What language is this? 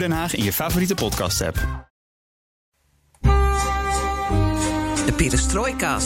Dutch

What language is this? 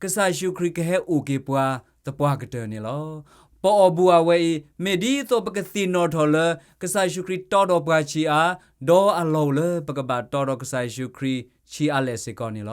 S'gaw Karen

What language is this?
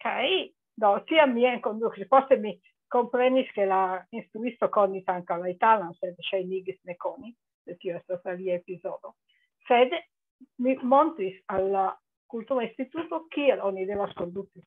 Esperanto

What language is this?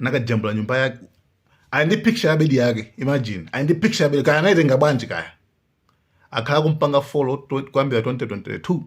Nyanja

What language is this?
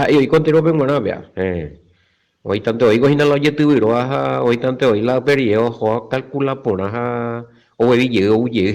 Guarani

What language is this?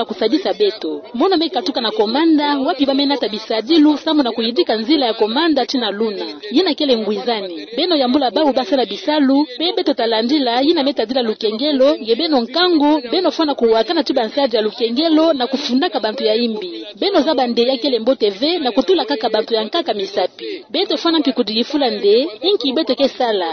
Kituba (Democratic Republic of Congo)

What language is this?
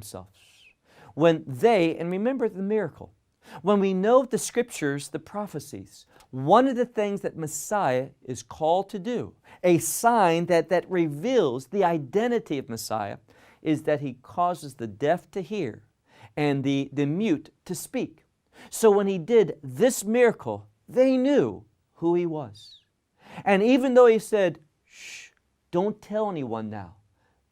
English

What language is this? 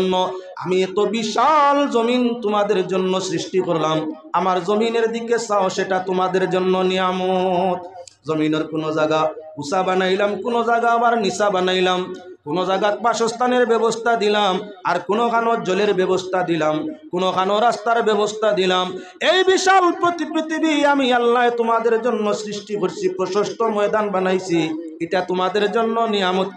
Bangla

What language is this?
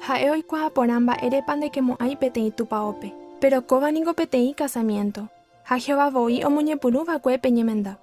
Guarani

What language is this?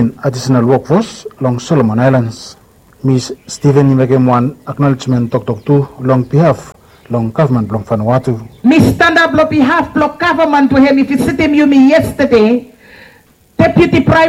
Bislama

